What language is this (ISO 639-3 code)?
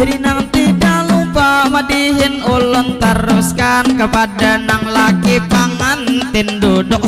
bjn